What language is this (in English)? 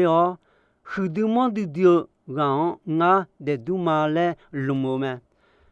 Akha